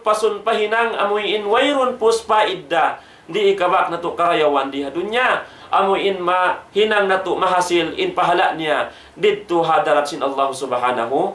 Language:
Tausug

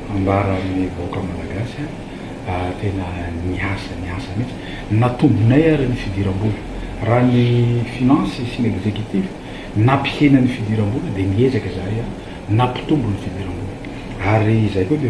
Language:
Malagasy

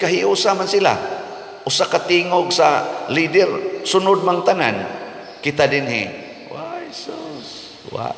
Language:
Cebuano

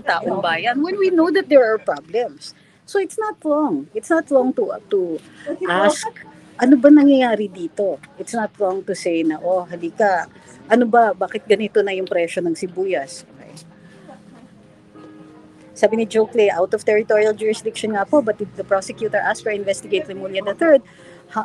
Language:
Filipino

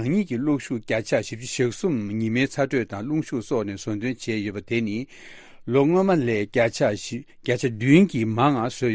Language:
Tibetan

